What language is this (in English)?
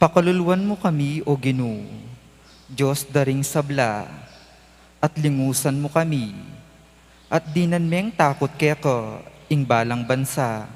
Pampanga